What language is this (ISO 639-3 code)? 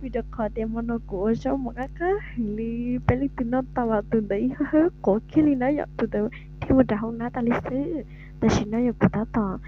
hmn